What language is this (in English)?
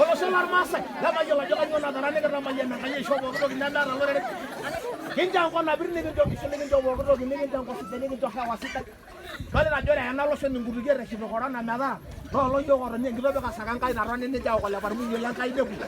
Masai